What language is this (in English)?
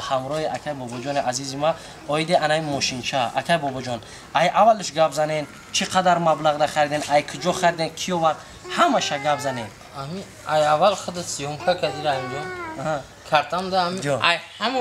Tajik